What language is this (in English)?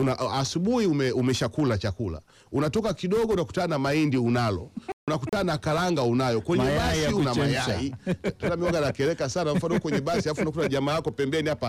Swahili